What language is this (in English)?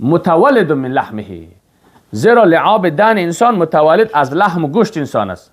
Persian